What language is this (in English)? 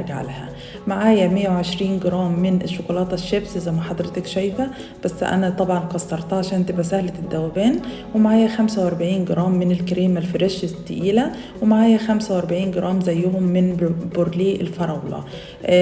Egyptian Arabic